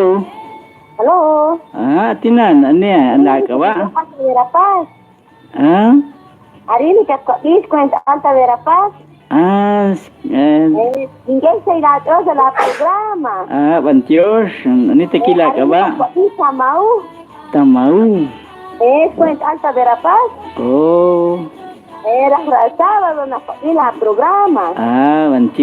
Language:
Kekchí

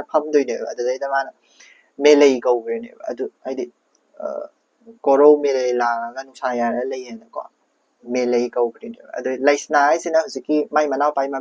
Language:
Manipuri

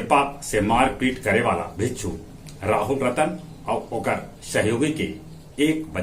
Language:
Magahi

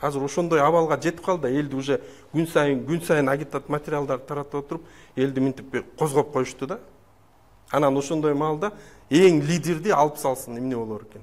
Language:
Kyrgyz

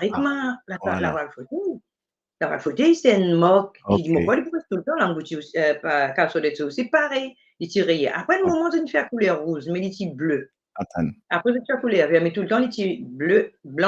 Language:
Morisyen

